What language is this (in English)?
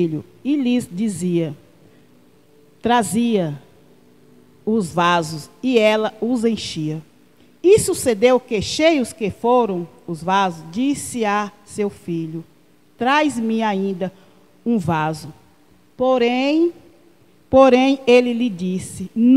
Portuguese